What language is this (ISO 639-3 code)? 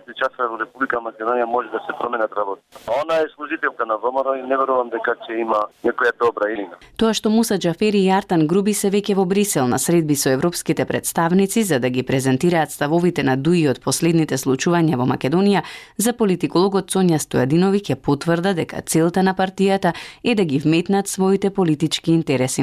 mkd